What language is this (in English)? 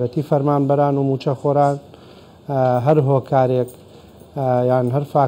Central Kurdish